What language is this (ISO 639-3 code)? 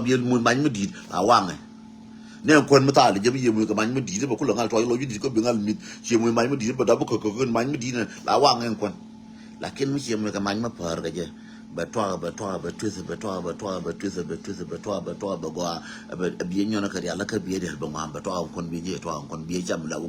nus